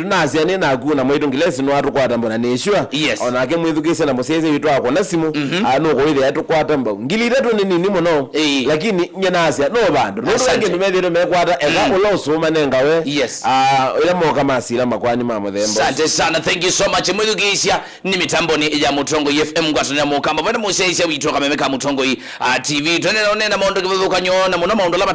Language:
Kamba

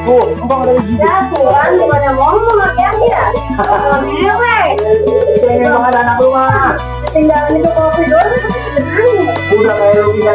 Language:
Betawi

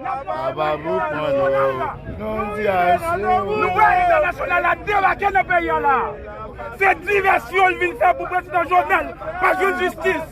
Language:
Haitian Creole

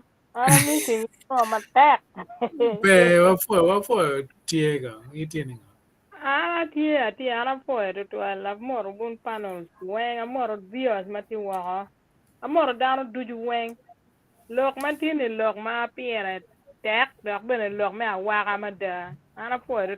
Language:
Acoli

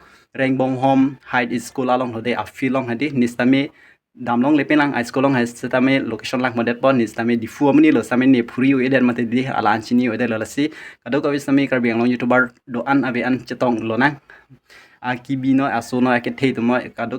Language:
Karbi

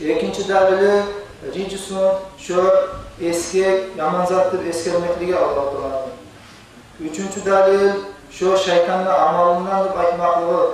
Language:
Kumyk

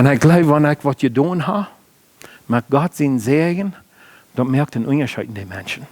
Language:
Plautdietsch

